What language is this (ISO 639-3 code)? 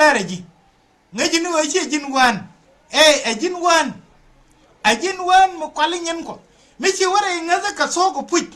nus